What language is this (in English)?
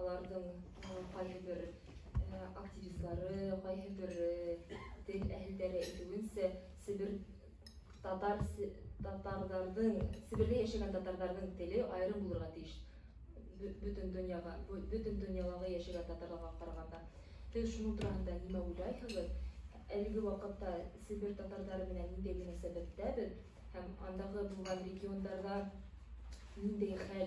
Tatar